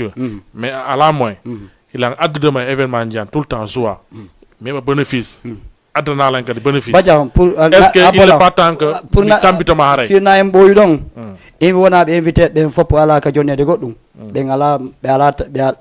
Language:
Fula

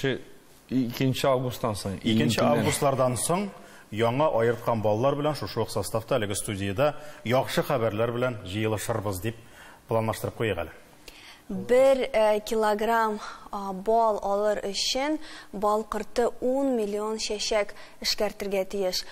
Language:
Tatar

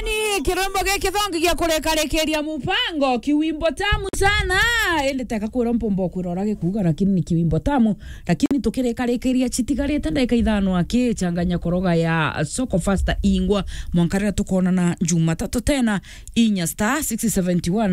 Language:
Meru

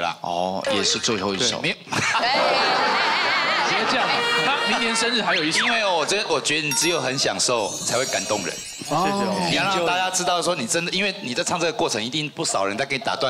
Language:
Chinese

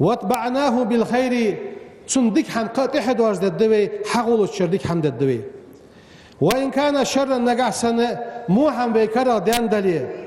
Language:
Ingush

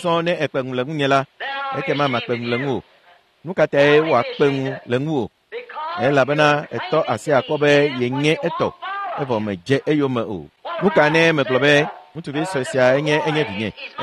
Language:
Ewe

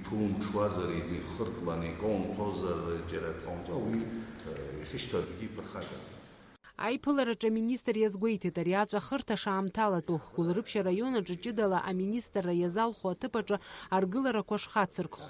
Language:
Abkhazian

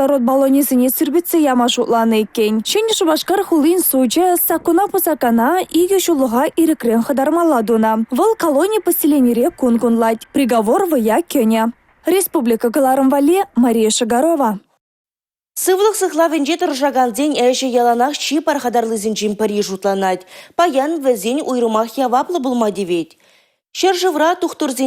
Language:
Chuvash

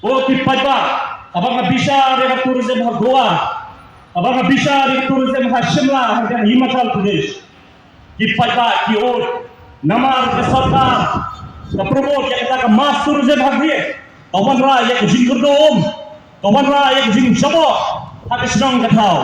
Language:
Khasi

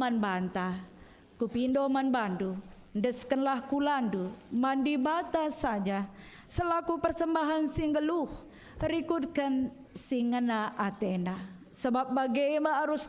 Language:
Batak Karo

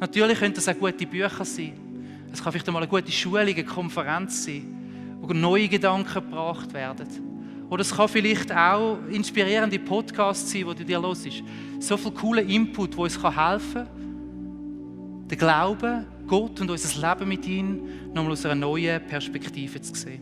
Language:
Swiss German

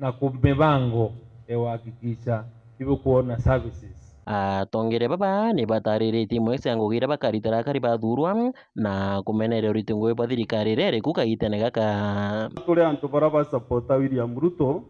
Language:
Meru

